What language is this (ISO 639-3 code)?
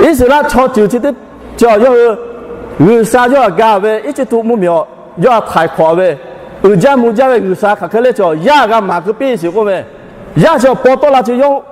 lhu